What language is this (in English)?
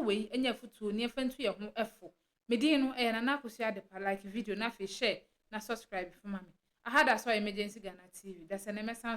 Akan